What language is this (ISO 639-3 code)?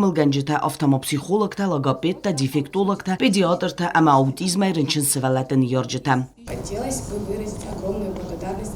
oss